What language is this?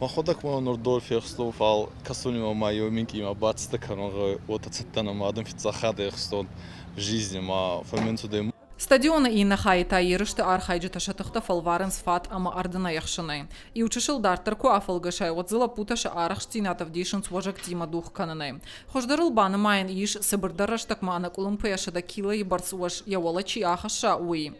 Ossetic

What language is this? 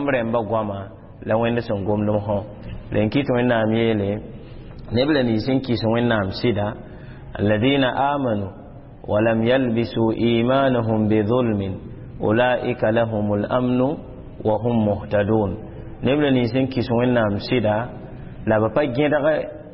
Mossi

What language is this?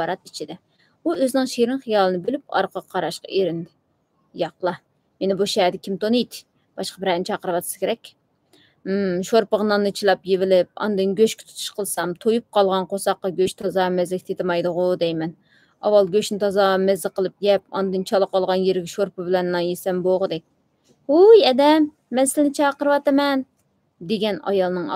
Uyghur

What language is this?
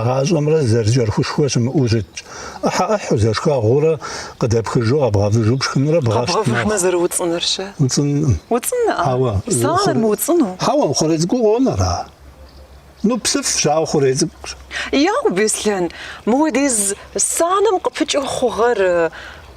Kabardian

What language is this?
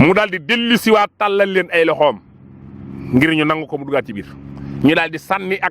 Wolof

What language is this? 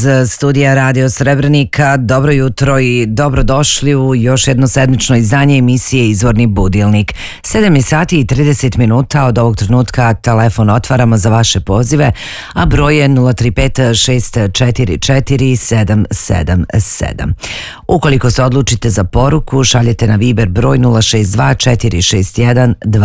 Bosnian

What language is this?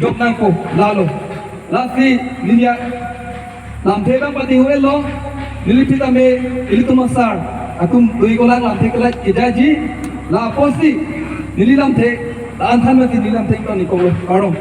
Karbi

